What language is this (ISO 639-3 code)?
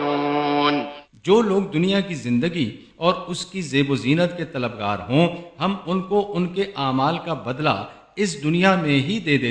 urd